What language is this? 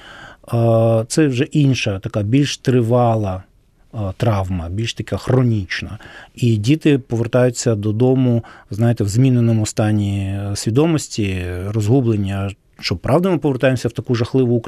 Ukrainian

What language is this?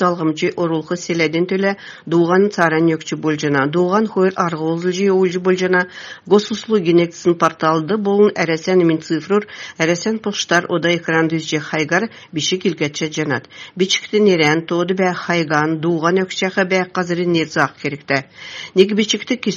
Kalmyk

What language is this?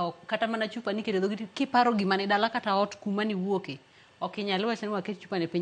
Luo (Kenya and Tanzania)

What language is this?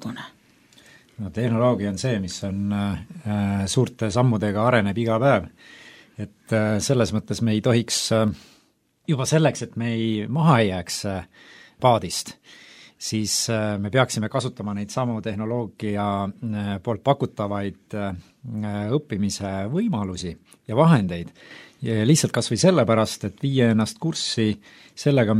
Estonian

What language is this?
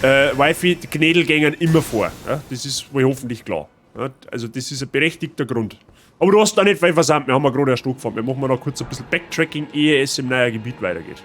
Bavarian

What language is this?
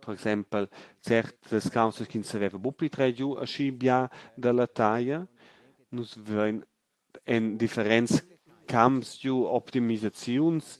Romansh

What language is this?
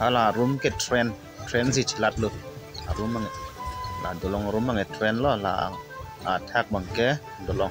Karbi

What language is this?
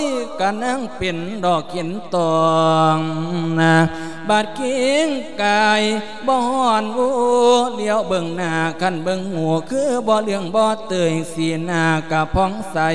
Lao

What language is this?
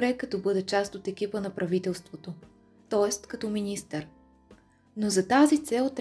Bulgarian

